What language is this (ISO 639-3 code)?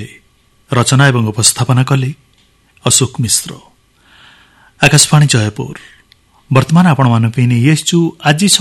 ori